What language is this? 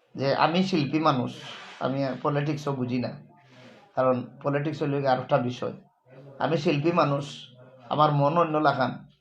Sylheti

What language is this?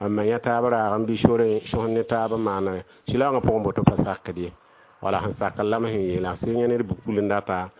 Mossi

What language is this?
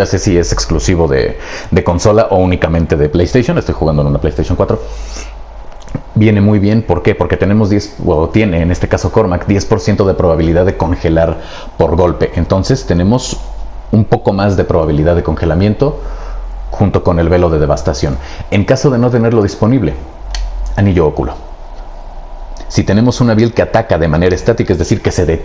Spanish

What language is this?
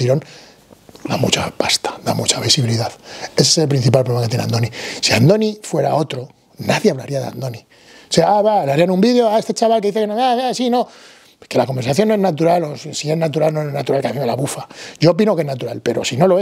Spanish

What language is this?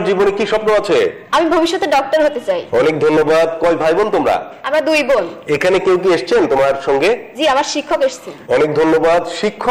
Bangla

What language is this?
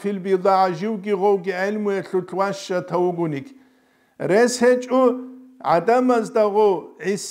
Avaric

